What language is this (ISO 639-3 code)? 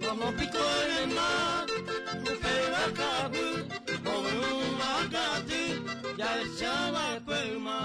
grn